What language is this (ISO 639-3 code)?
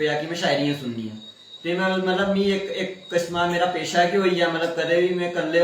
doi